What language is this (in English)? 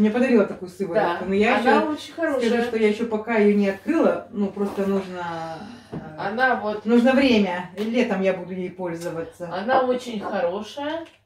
Russian